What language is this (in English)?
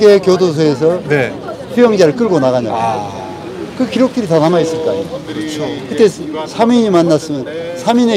Korean